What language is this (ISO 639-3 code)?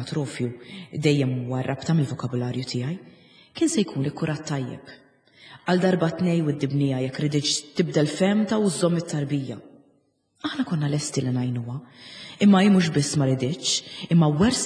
mlt